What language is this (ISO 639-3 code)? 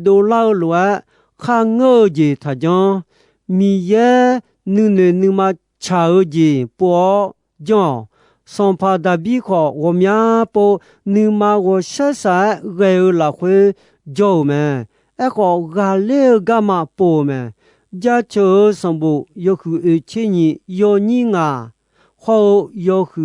ahk